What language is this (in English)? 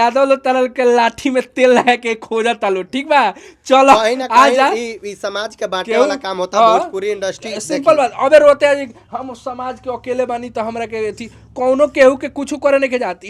Bhojpuri